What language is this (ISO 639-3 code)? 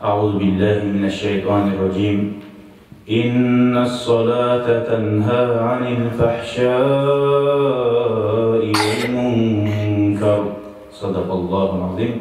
kum